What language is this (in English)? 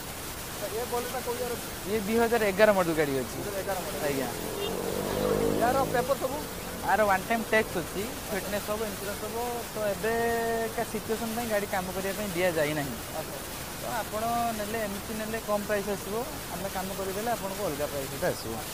Odia